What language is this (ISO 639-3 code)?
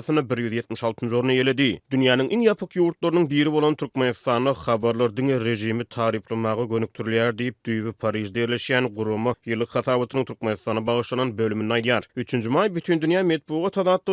tuk